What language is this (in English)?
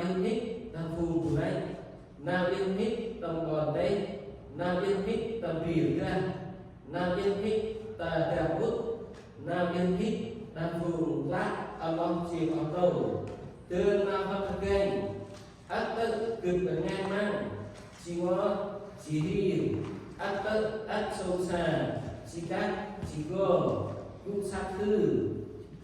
Central Mnong